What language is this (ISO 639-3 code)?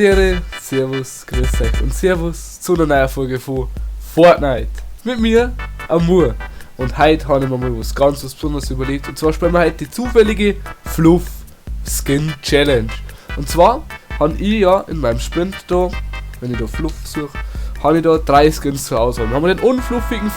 bar